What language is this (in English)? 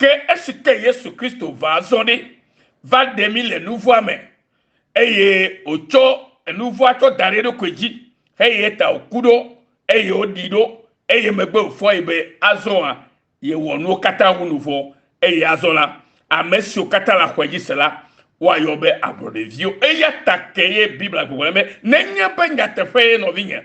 Ewe